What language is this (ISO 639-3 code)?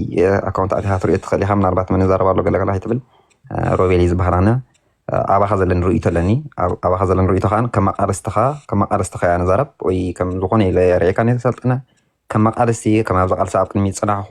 tir